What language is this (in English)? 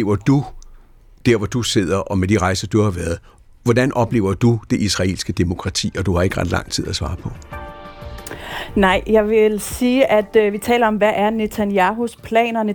Danish